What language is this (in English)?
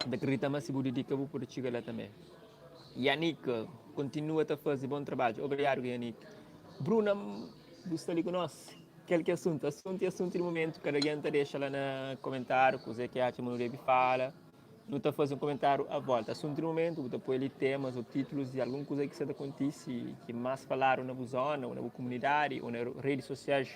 Kabuverdianu